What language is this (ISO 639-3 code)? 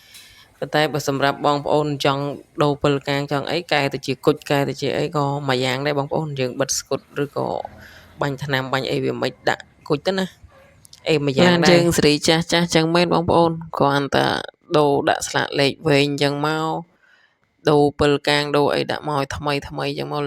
khm